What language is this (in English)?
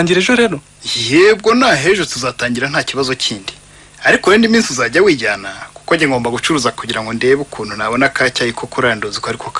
Kinyarwanda